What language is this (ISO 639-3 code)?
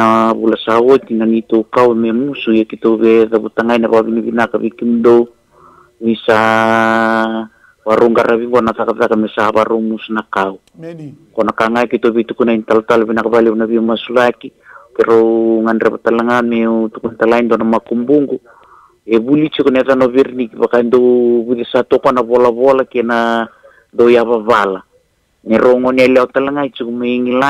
fij